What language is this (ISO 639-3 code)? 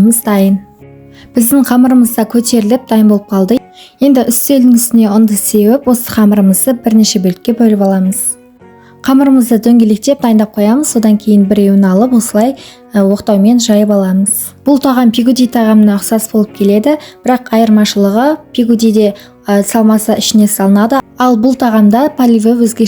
kaz